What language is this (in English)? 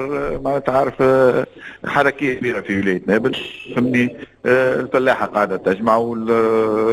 Tunisian Arabic